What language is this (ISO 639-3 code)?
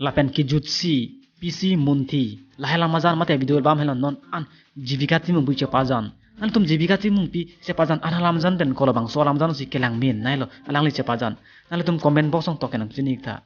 mjw